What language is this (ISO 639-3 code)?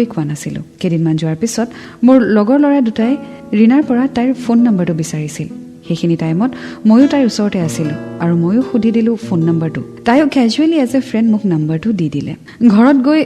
asm